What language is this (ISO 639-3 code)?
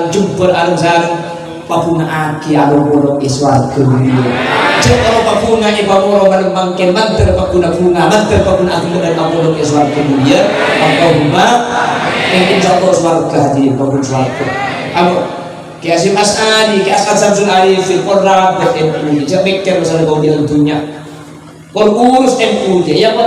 mad